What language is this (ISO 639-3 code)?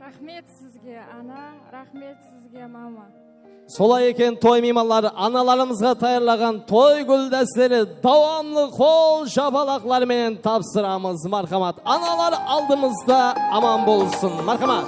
kaa